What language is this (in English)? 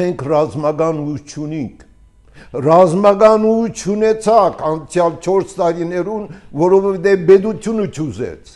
Armenian